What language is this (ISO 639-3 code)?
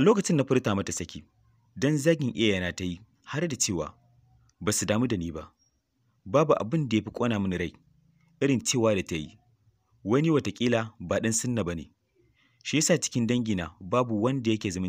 hau